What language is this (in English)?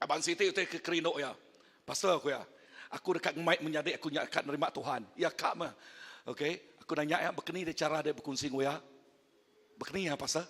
Iban